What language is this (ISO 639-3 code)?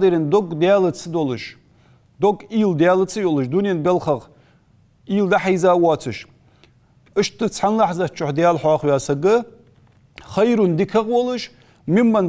inh